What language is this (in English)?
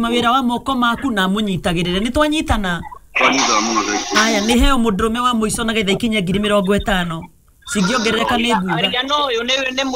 Kikuyu